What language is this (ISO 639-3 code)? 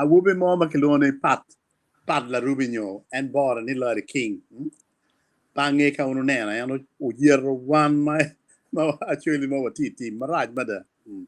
ach